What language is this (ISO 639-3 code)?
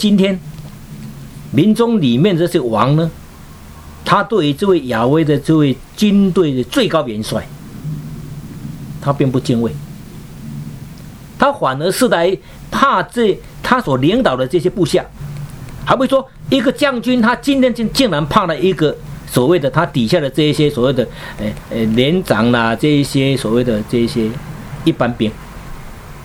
zho